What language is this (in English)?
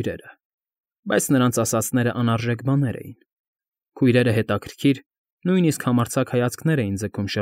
Armenian